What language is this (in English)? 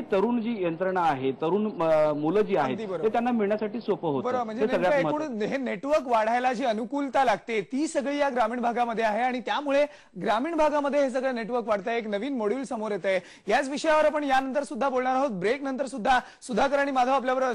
Marathi